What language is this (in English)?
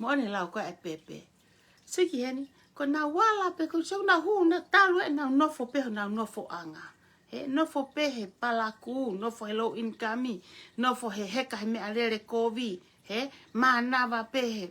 Tongan